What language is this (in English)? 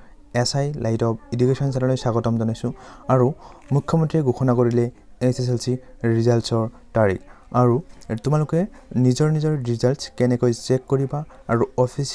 Assamese